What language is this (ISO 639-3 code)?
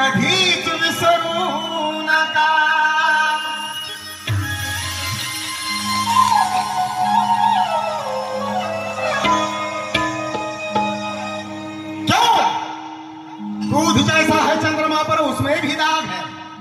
mar